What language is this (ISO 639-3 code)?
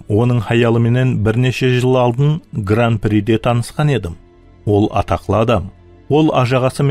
kaa